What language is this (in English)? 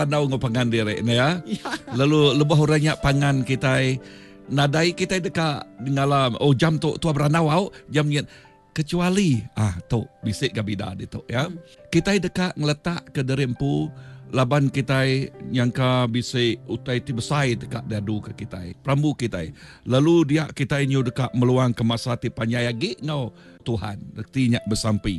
Iban